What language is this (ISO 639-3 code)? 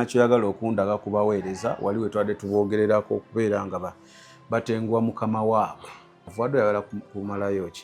lug